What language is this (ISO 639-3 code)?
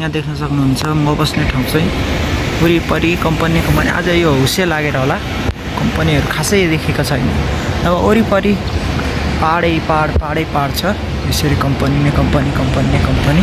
nep